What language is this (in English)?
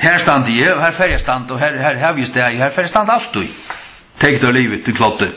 Faroese